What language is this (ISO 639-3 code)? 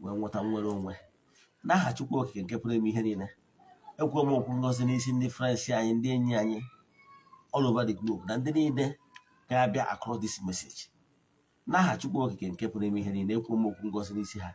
ibo